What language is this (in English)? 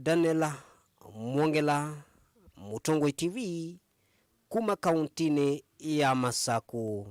Kamba